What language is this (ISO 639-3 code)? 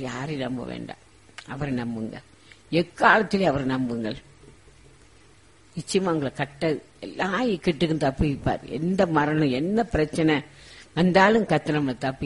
tam